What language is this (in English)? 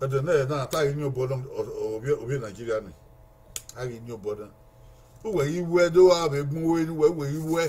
Bini